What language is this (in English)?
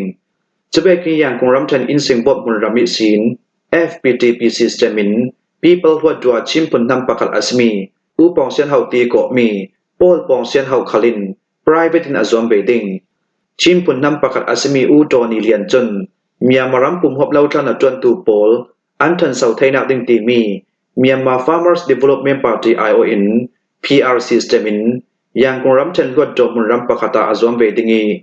Hakha Chin